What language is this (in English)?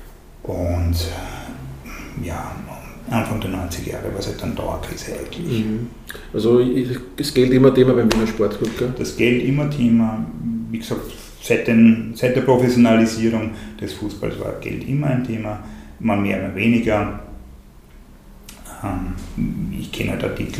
German